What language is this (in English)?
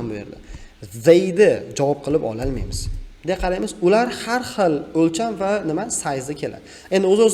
Uzbek